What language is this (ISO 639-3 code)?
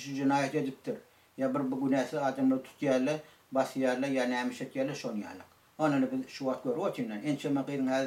tuk